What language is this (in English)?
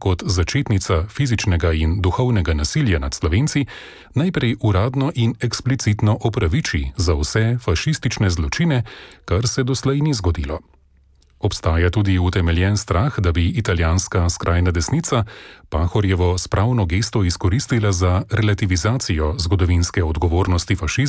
Slovenian